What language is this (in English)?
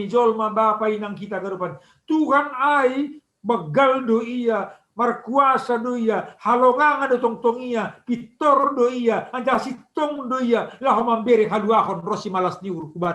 Batak Simalungun